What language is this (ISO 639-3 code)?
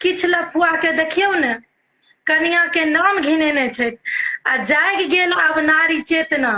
mai